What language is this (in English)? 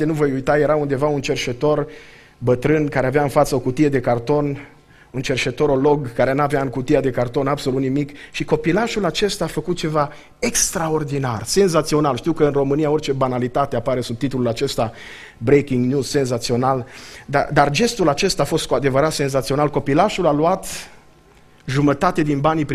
Romanian